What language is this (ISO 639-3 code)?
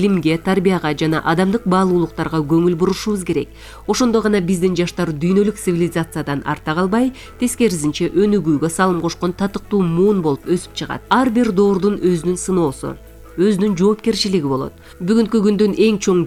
kir